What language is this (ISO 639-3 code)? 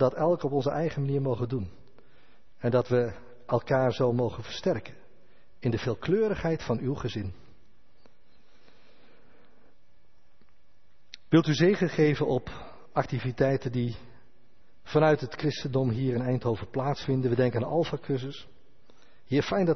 nld